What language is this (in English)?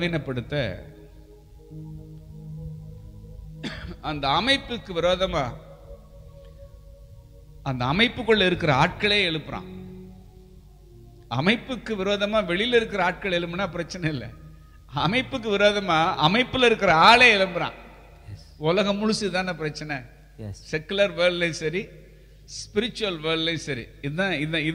Tamil